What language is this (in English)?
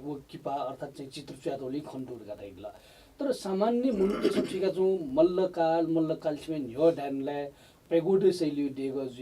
Newari